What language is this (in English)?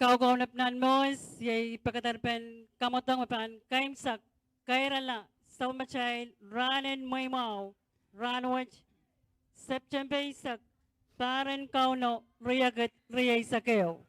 Pohnpeian